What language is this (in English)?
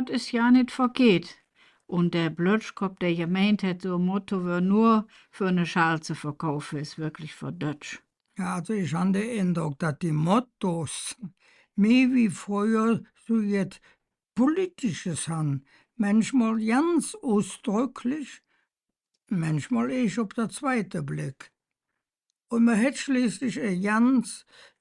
Colognian